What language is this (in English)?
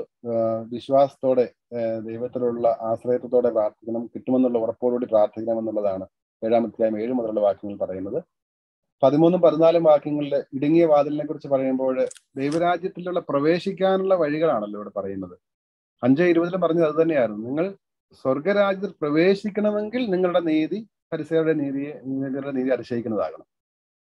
Malayalam